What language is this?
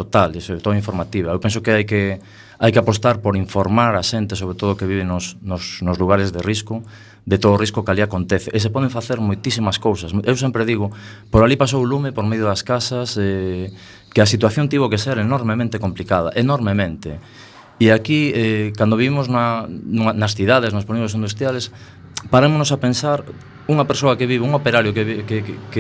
Galician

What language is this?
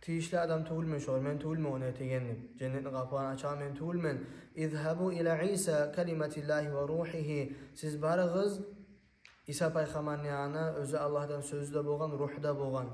Kumyk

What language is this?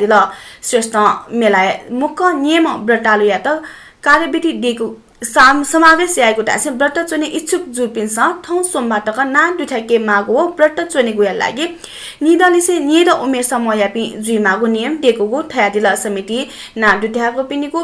Newari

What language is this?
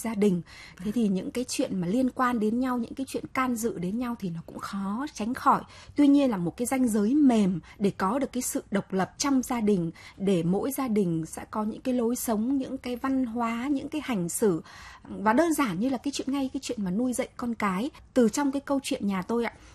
Vietnamese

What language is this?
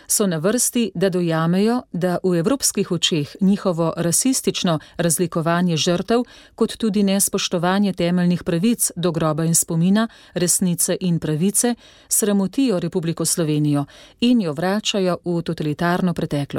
Slovenian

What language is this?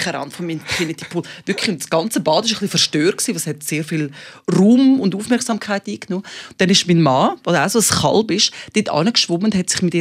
Swiss German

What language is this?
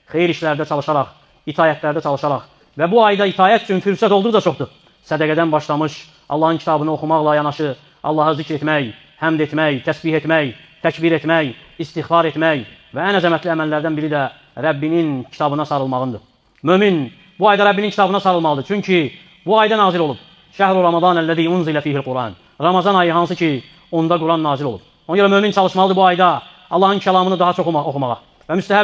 Azerbaijani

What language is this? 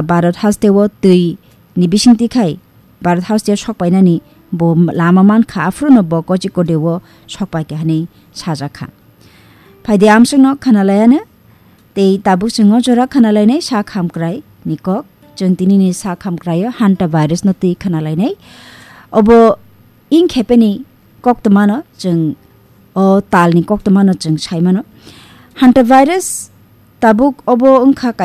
Kok Borok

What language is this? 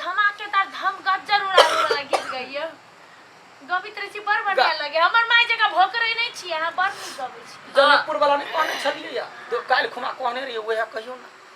Maithili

